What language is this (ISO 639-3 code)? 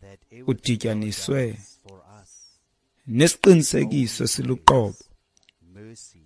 xho